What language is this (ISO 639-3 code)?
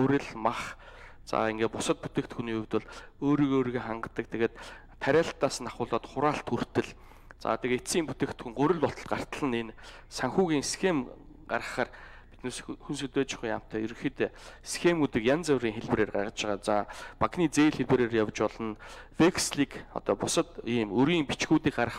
mon